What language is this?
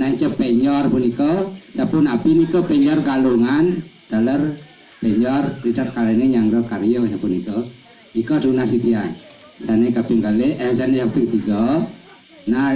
Balinese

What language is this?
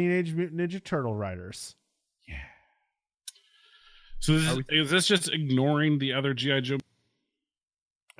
English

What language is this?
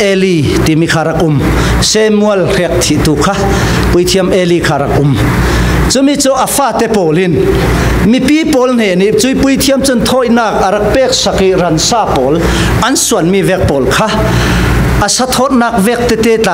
Falam Chin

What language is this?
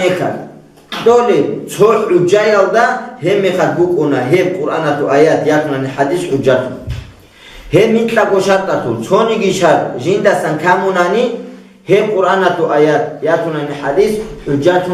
Avaric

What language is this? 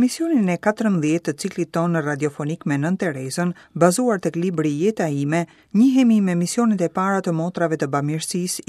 Albanian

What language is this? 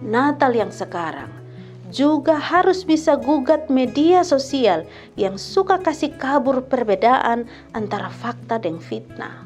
Kupang Malay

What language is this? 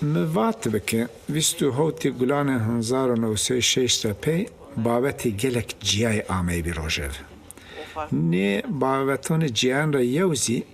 Zaza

